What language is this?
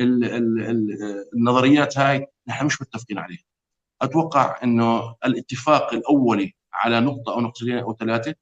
North Levantine Arabic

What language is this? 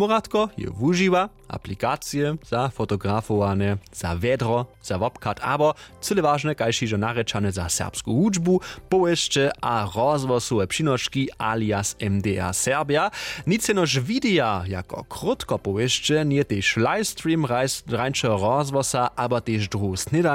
Upper Sorbian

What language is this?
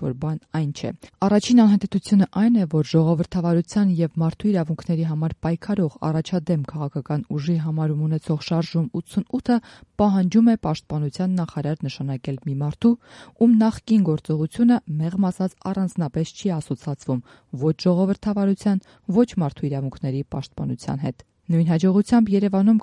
Armenian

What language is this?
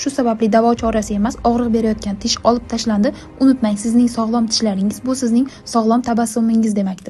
Uzbek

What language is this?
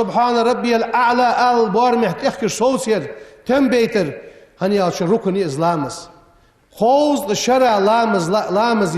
Ingush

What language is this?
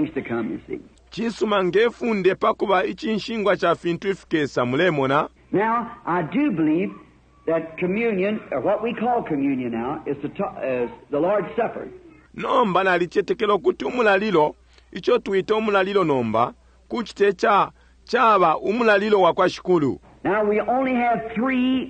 Bemba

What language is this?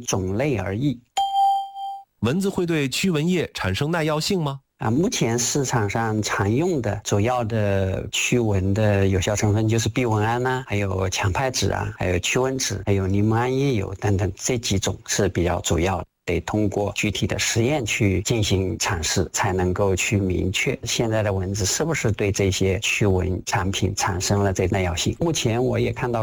Chinese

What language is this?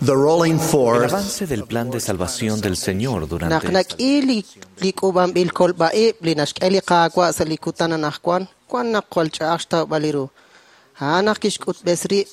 Kekchí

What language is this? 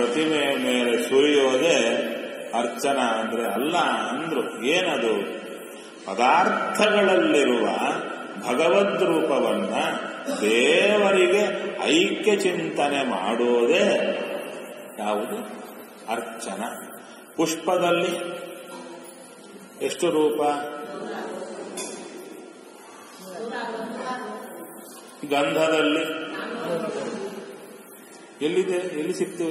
Kannada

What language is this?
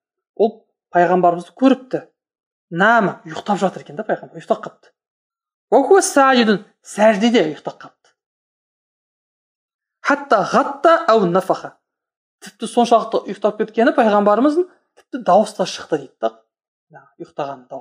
Kazakh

